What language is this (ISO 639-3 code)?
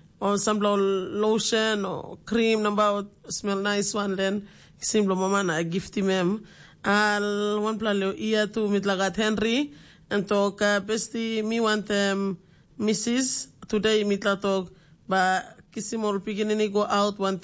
tpi